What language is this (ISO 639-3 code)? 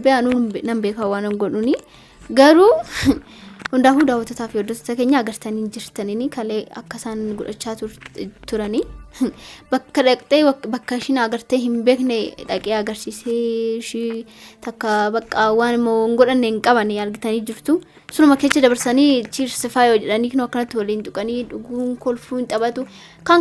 orm